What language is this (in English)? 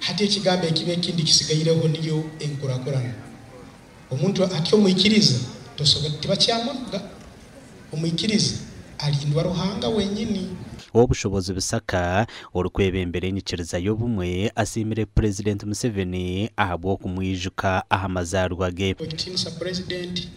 Nyankole